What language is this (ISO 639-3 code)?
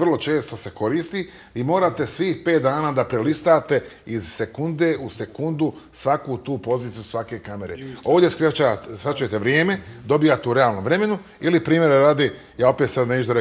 bos